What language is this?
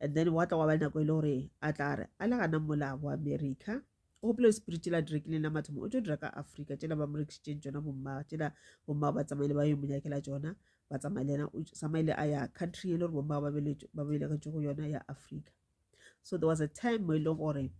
Northern Sotho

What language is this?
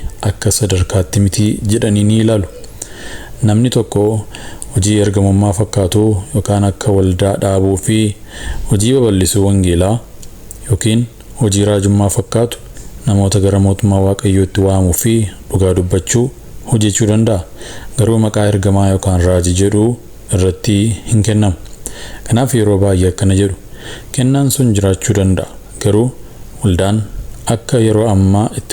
Oromo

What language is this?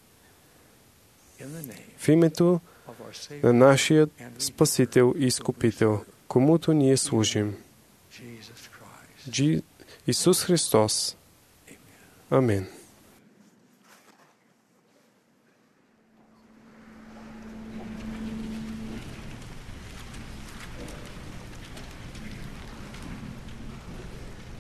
Bulgarian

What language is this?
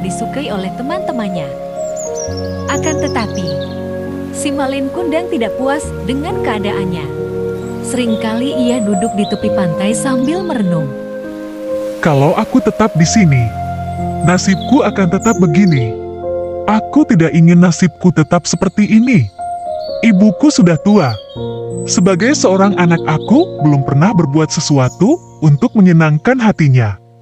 Indonesian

